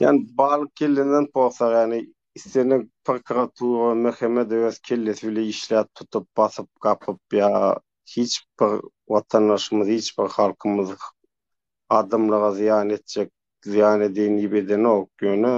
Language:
Turkmen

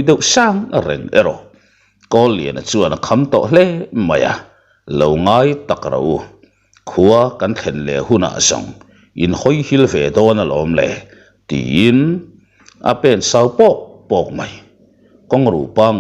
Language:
Mizo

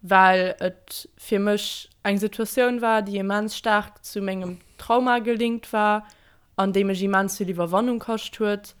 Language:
Luxembourgish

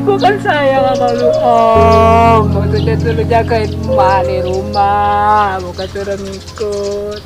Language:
Betawi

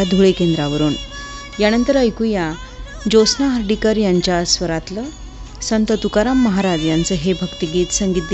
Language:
Marathi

